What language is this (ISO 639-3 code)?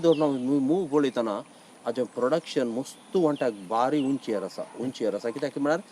kok